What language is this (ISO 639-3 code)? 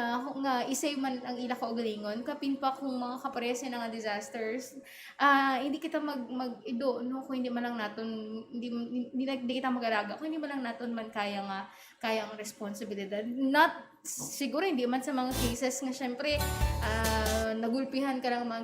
hil